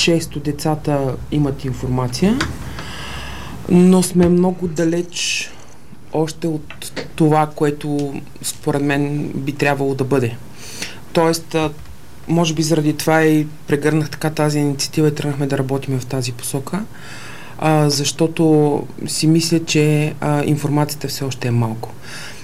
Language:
Bulgarian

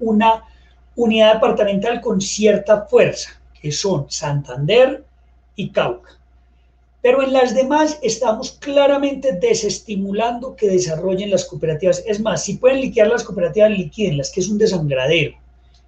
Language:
Spanish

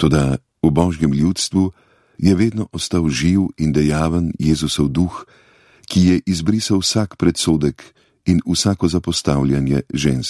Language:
Slovenian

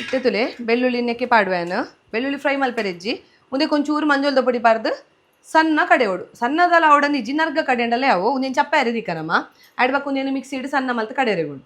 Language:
Tulu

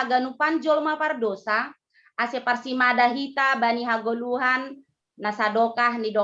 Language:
Batak Simalungun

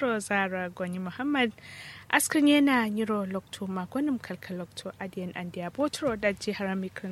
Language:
Kanuri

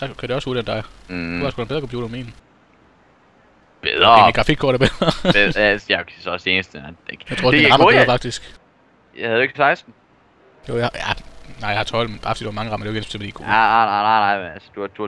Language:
Danish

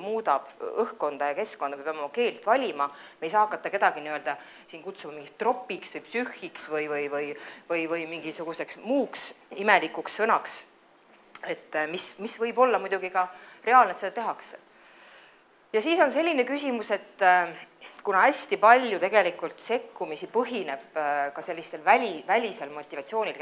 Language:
Estonian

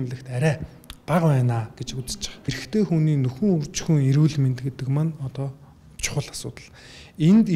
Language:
Mongolian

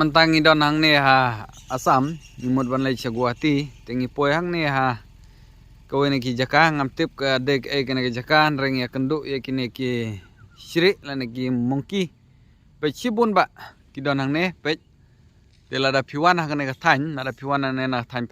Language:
Khasi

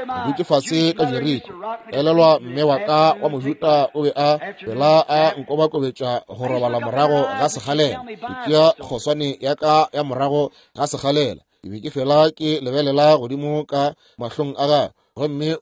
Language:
Northern Sotho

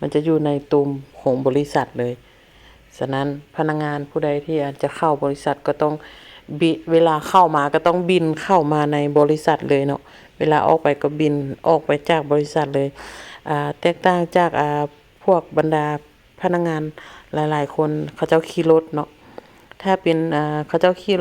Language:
Lao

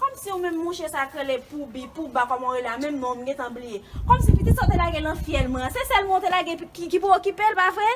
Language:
Haitian Creole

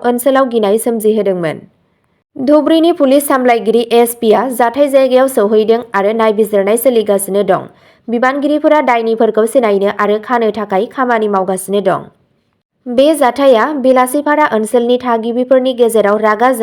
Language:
Bodo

